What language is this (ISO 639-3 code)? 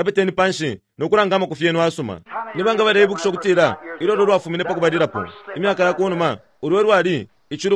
bem